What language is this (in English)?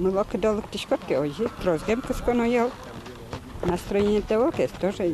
Udmurt